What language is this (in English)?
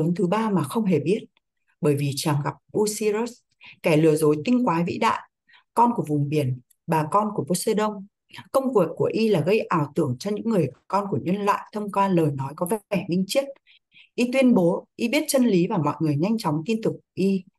Vietnamese